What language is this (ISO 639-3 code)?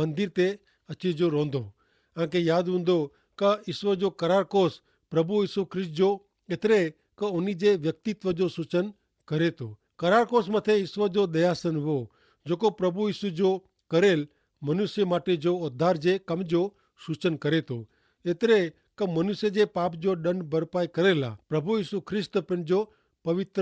kfr